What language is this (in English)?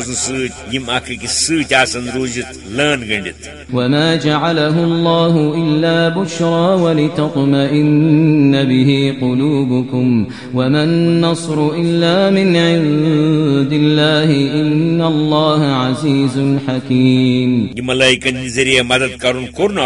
Kashmiri